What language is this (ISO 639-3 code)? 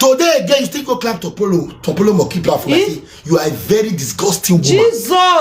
pcm